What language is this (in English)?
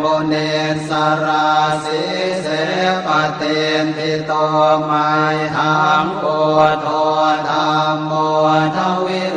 Pali